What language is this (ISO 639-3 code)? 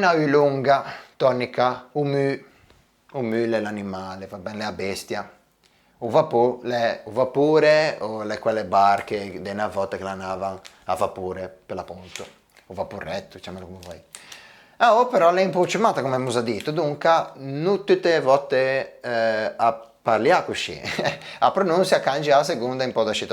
lij